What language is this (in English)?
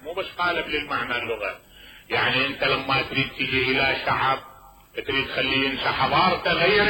Mesopotamian Arabic